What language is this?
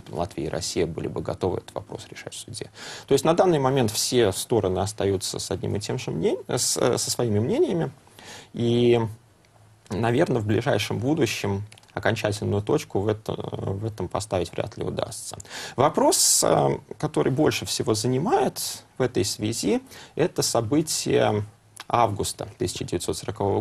Russian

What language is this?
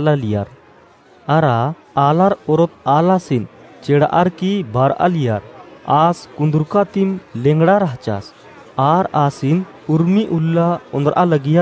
Kurukh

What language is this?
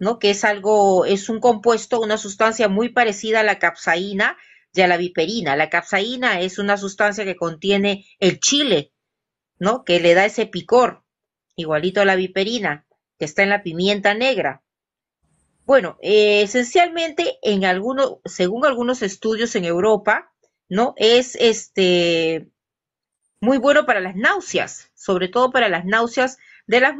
Spanish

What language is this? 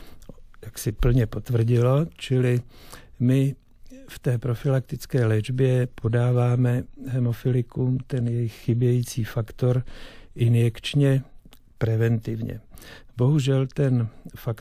Czech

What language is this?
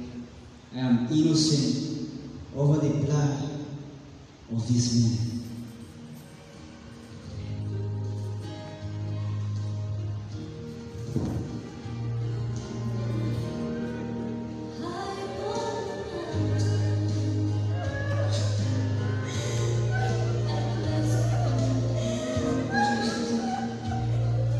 English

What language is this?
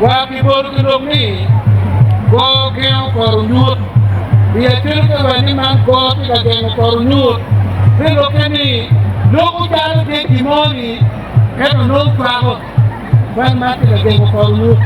Acoli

